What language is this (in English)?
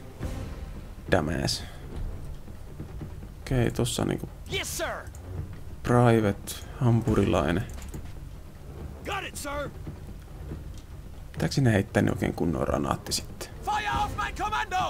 Finnish